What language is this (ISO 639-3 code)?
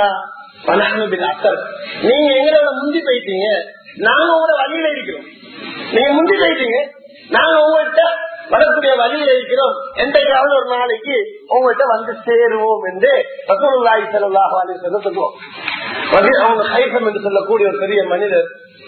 tam